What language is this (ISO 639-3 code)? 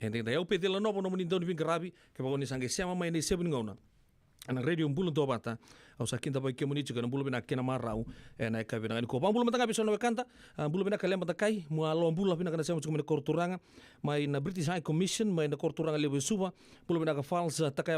fij